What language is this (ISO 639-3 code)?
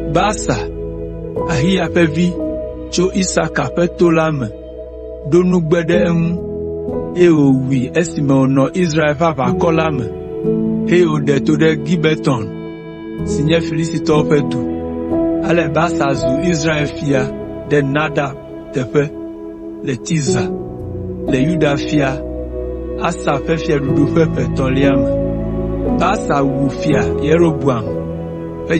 ewe